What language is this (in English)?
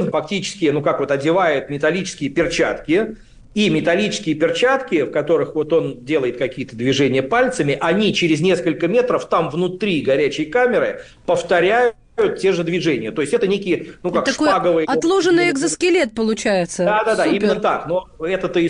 Russian